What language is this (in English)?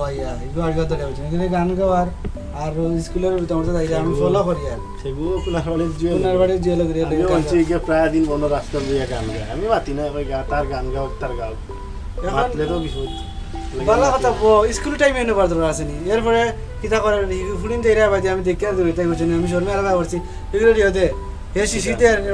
Sylheti